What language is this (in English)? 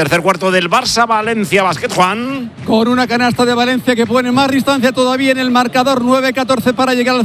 Spanish